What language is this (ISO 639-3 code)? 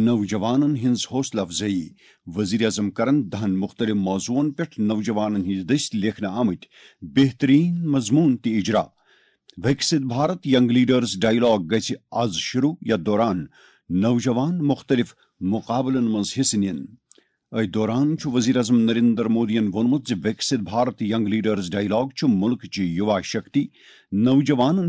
kas